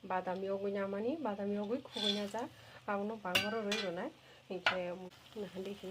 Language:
Kok Borok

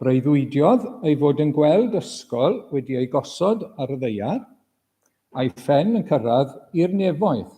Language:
Welsh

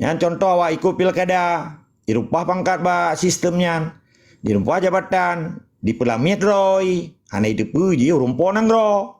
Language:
Achinese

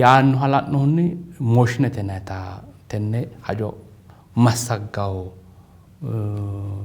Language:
Sidamo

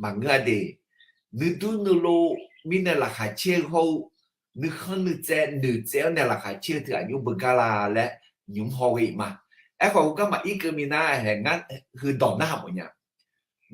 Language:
Akha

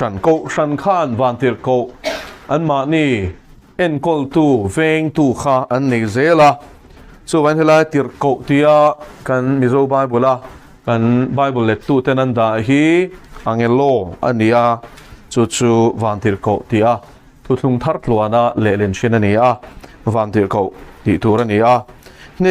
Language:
Mizo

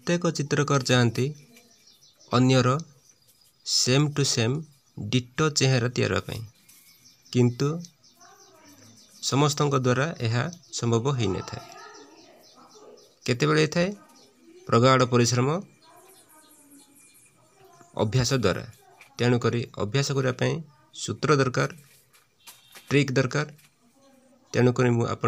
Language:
Odia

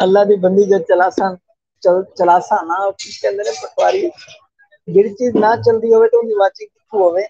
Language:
Saraiki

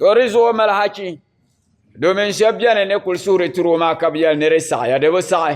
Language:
Dagbani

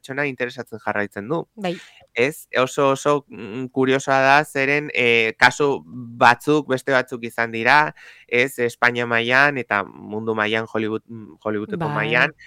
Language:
Basque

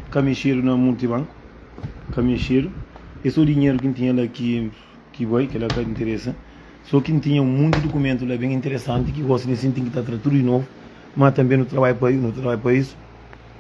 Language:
Kabuverdianu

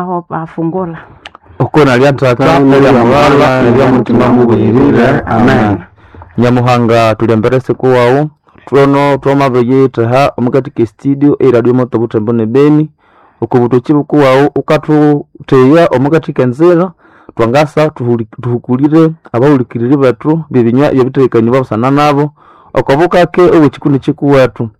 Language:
Nande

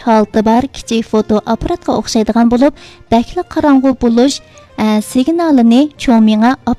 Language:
Uyghur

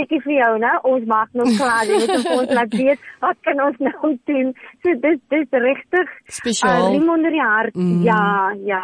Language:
Afrikaans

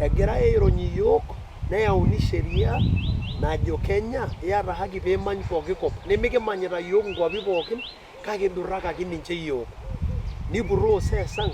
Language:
Masai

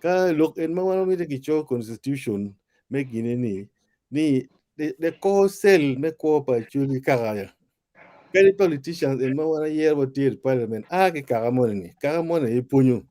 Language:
Acoli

